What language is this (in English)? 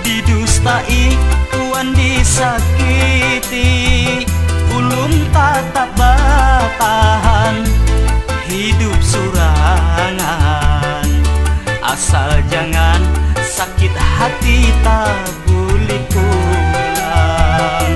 Banjar